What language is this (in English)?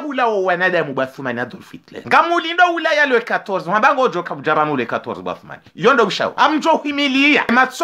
Ngazidja Comorian